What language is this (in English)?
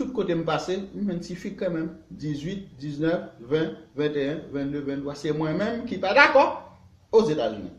Haitian Creole